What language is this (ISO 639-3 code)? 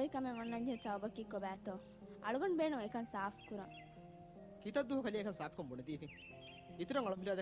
div